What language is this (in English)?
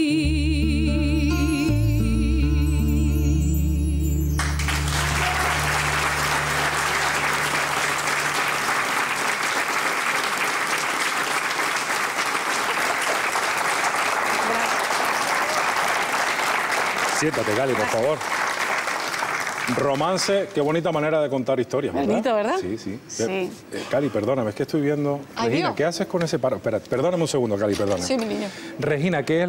Spanish